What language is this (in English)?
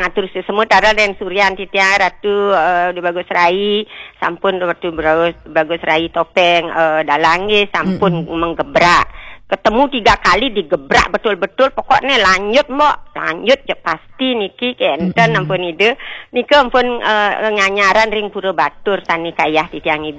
Balinese